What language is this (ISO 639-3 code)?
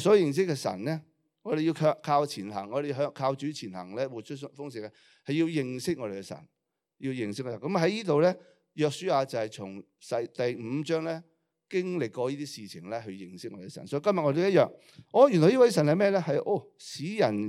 yue